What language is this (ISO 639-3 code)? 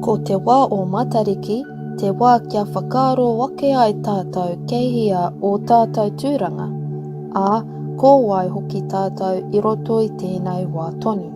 mri